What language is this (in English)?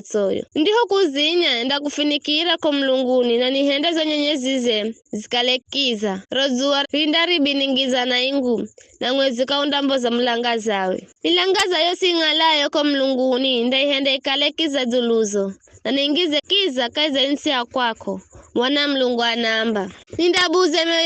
Giryama